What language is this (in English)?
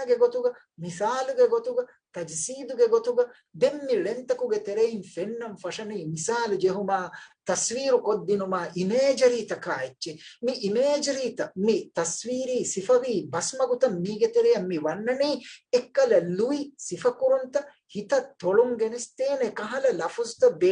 Divehi